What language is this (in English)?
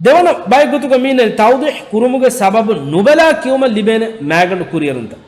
Divehi